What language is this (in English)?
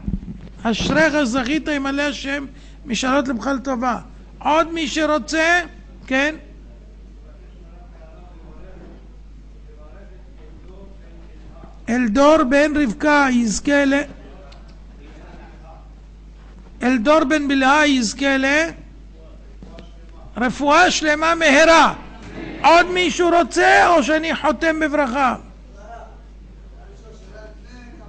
Hebrew